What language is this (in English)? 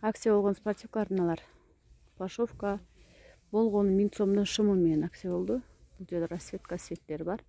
Kyrgyz